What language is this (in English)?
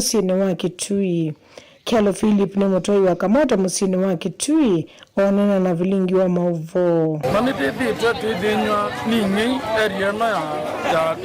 Kamba